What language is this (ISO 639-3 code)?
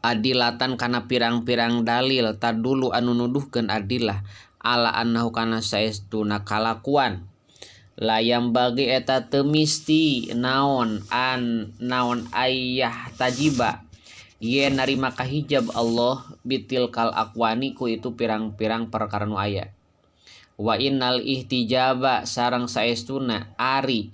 sun